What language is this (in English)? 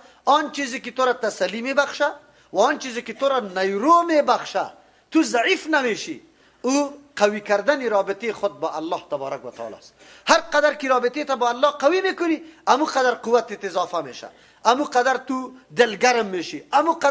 Persian